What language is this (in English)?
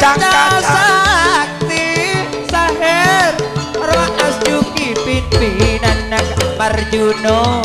Madurese